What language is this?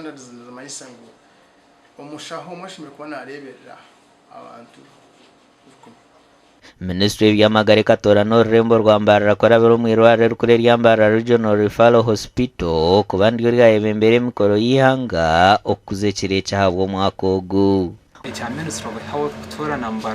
Nyankole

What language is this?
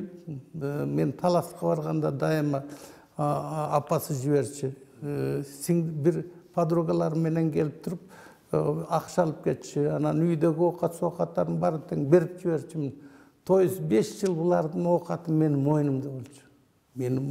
Kyrgyz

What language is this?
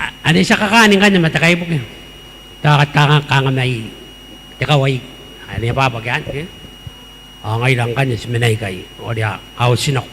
Gilbertese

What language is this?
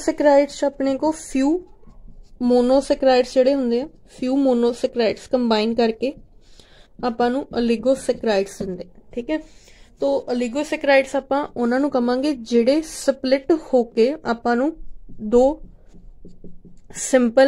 Punjabi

